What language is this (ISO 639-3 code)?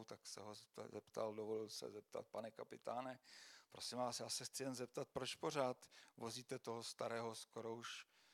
ces